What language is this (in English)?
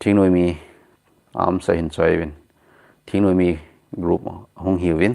Thado Chin